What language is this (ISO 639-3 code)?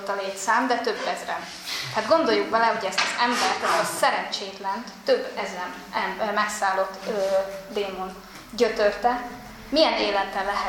hun